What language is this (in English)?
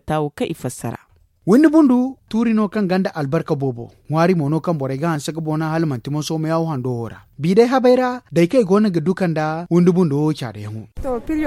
Zarma